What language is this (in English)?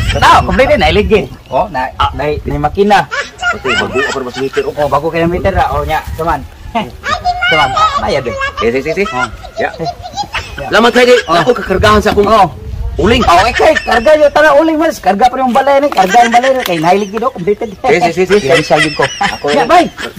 Cebuano